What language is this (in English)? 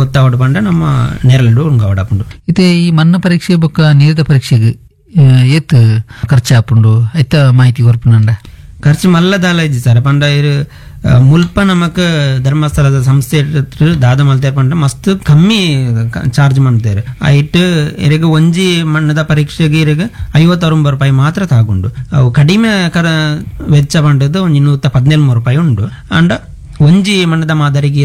Tulu